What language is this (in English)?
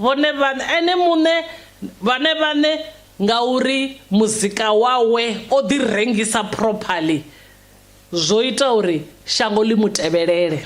Venda